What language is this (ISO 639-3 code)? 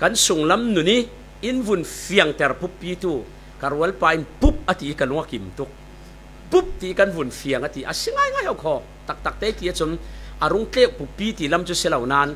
cfm